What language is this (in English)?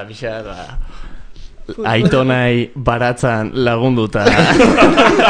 Basque